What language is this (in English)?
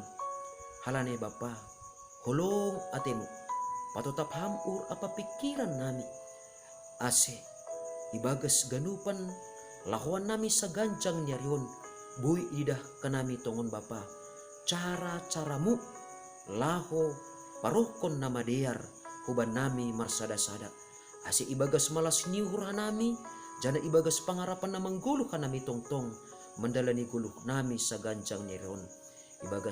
Batak Simalungun